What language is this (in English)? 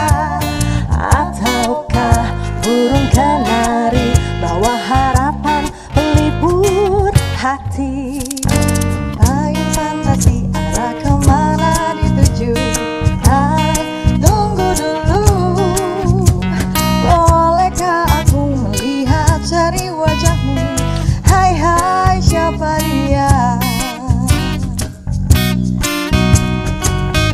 Indonesian